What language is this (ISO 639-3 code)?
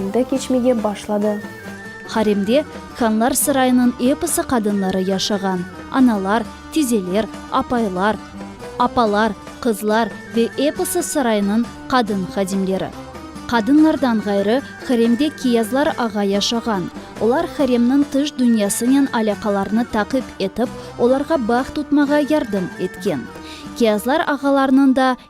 crh